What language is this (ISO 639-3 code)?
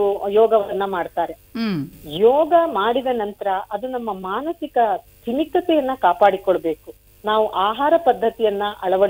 kan